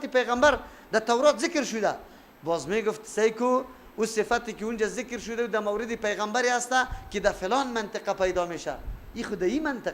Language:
Persian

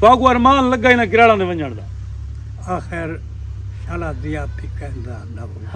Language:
Saraiki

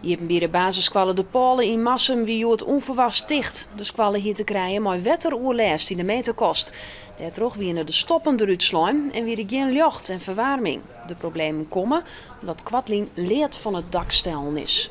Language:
Western Frisian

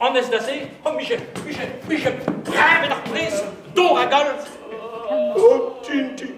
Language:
Breton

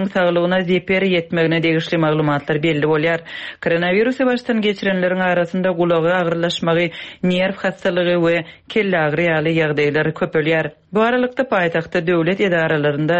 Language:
Turkmen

